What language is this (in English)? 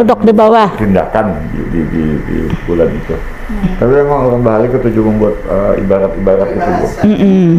Banjar